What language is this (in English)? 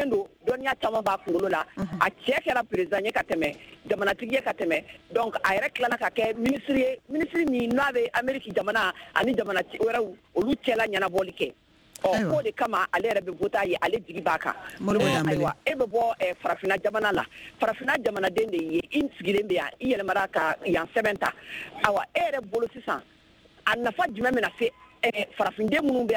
Bambara